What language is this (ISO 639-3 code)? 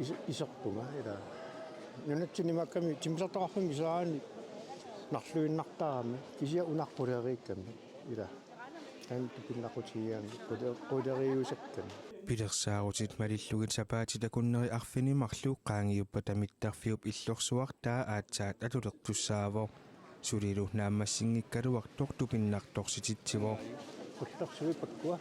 kal